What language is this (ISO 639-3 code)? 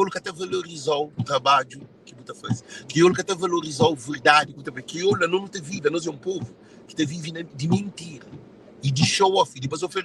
kea